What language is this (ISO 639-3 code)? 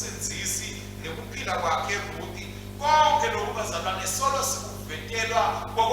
ssw